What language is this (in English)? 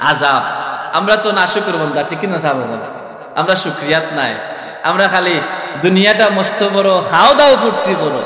Sylheti